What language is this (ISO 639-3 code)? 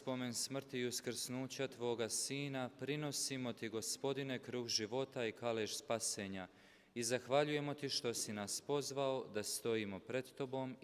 hrv